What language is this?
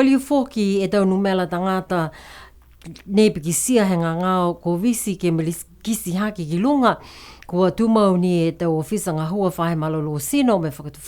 Niuean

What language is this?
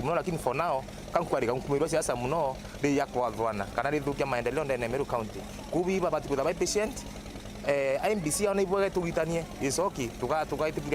Meru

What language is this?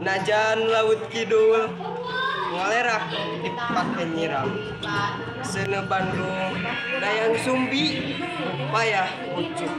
Sundanese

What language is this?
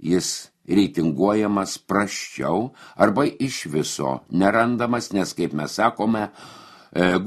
Lithuanian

